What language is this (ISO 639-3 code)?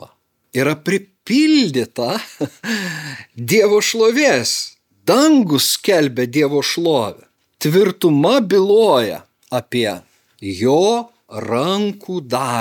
lit